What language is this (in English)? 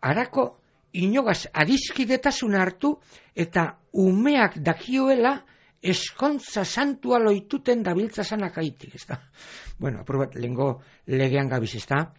Basque